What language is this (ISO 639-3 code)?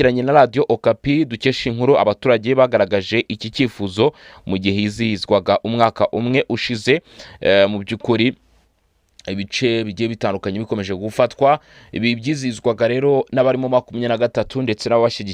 kin